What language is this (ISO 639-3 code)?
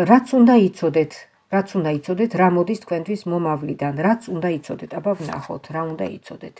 kat